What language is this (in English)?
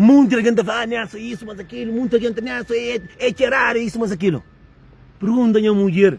Kabuverdianu